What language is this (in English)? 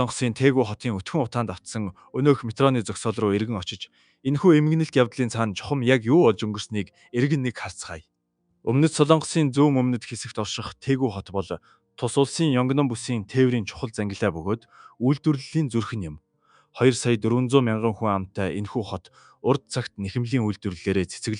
Mongolian